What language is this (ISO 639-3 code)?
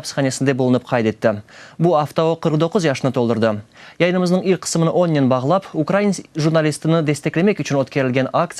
crh